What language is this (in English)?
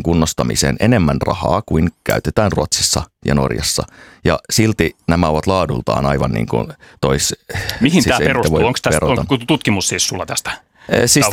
Finnish